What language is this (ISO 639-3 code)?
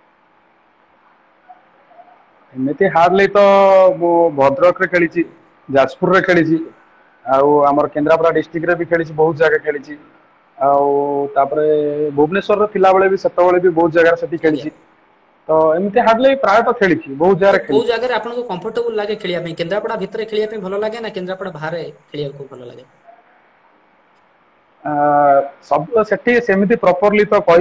ori